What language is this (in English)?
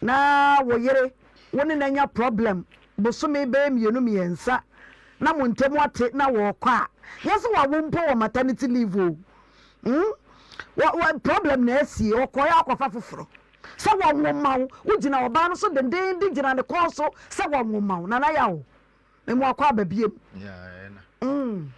Akan